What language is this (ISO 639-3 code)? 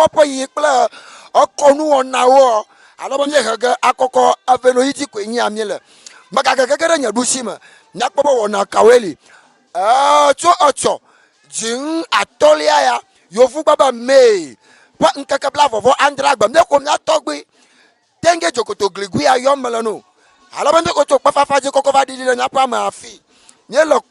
ewe